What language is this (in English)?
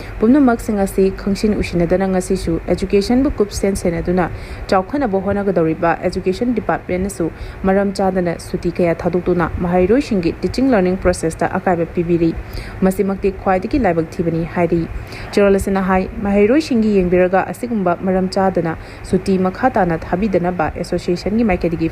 Manipuri